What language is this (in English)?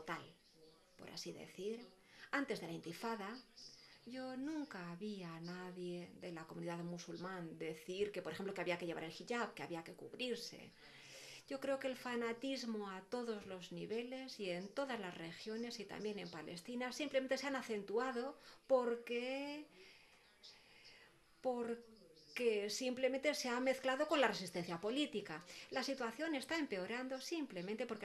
Spanish